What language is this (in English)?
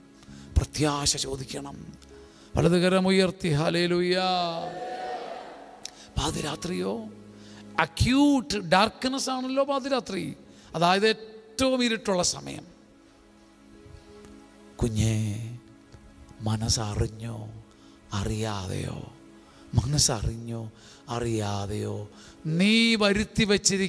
Malayalam